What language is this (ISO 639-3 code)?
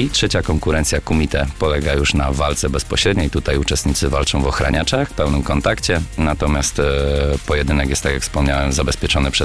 pol